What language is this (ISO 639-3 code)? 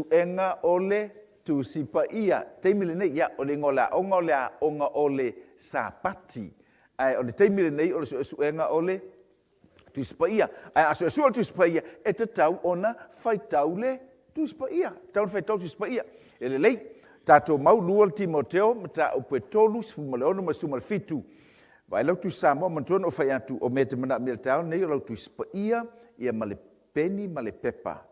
smo